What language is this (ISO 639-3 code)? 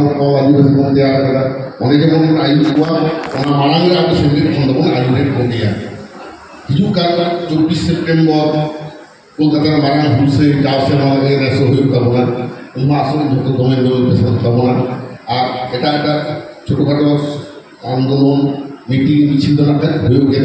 sat